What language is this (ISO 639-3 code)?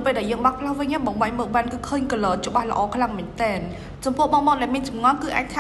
khm